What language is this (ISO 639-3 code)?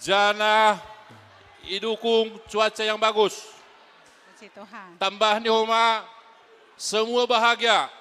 bts